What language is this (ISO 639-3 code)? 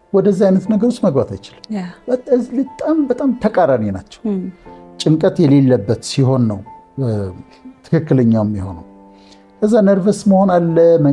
amh